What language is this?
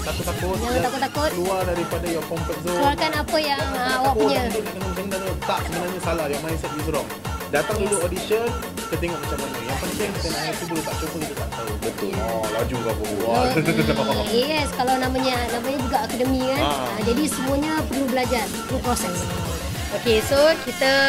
Malay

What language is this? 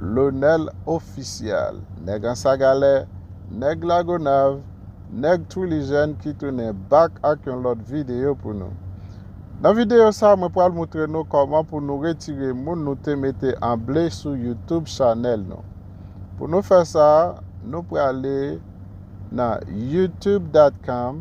Haitian Creole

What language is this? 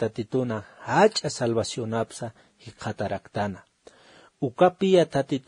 Aymara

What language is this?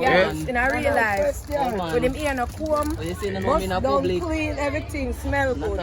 Jamaican Creole English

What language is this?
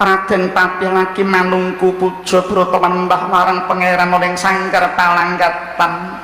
Javanese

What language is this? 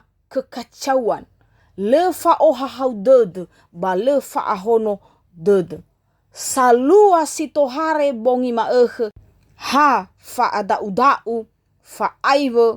Nias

